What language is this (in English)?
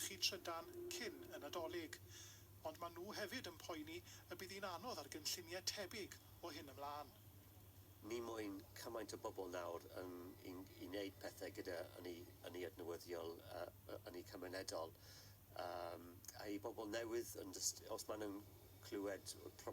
Welsh